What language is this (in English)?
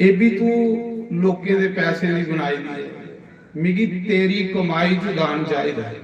Dogri